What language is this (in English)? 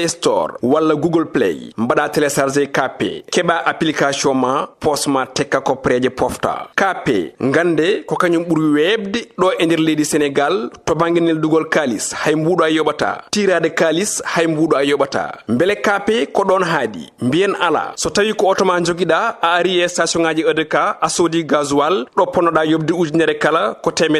Fula